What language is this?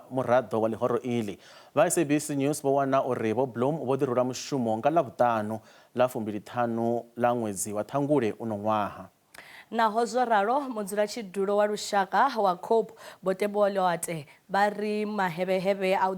Venda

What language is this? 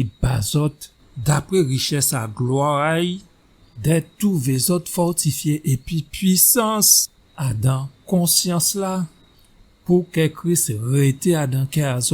Guadeloupean Creole French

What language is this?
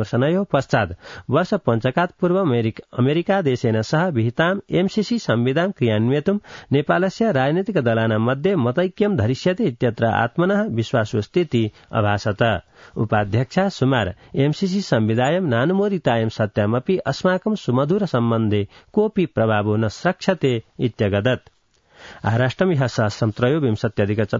Sanskrit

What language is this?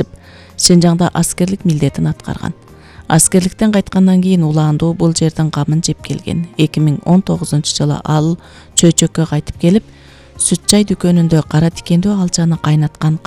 Kyrgyz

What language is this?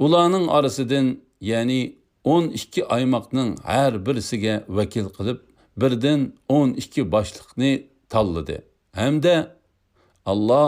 Uyghur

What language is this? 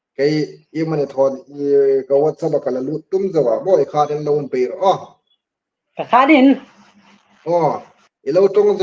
Hmar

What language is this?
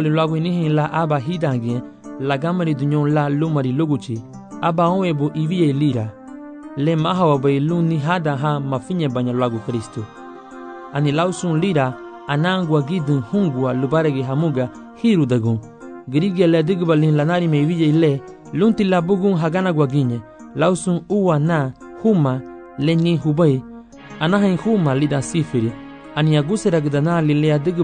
Garifuna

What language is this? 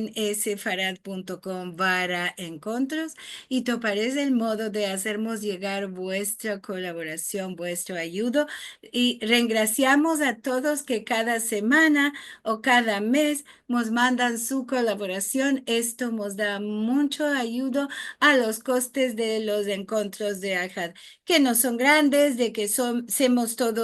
Ladino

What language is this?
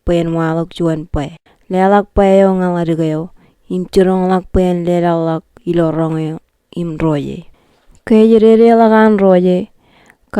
Marshallese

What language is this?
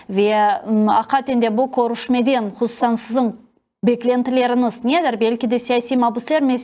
Crimean Tatar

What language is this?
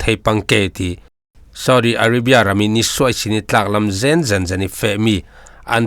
Falam Chin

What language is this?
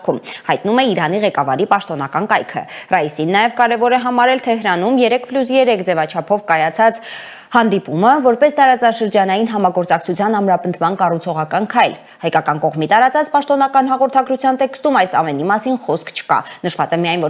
Armenian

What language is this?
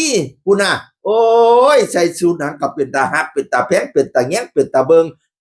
Northeastern Thai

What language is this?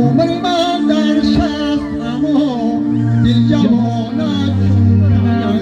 Tajik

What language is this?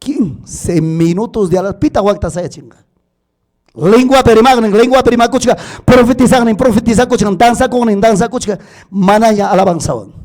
Ayacucho Quechua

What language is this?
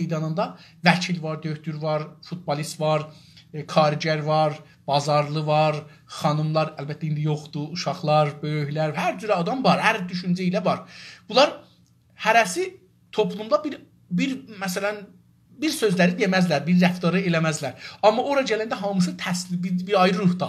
South Azerbaijani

